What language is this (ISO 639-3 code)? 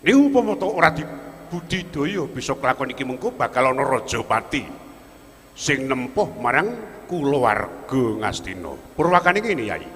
jav